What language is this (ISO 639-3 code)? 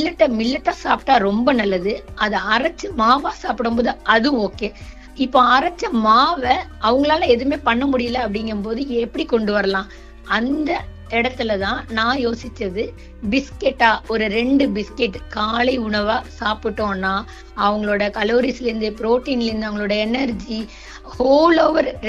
tam